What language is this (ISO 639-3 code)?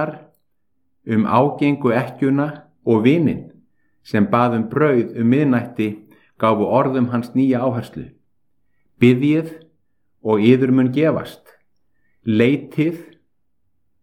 isl